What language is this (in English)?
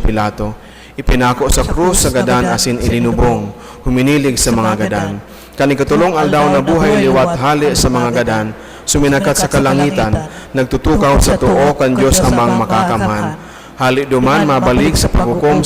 Bikol